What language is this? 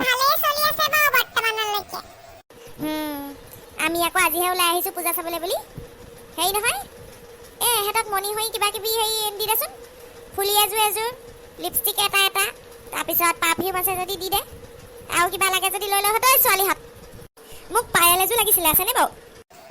Assamese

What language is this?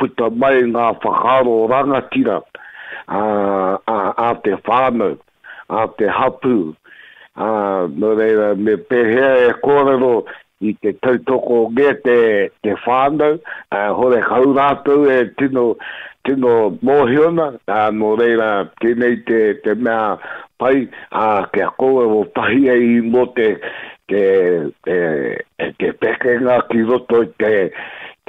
Māori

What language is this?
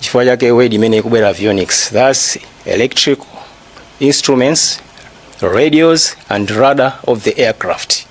Nyanja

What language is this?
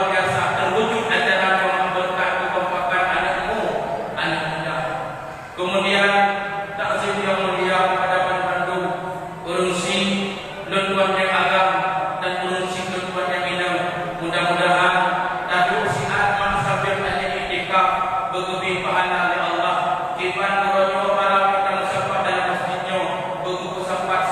Achinese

